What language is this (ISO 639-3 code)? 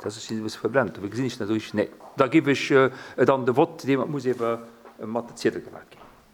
ltz